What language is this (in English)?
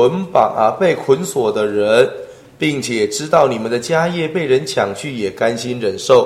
Chinese